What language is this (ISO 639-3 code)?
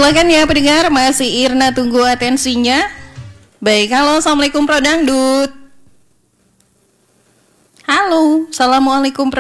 ind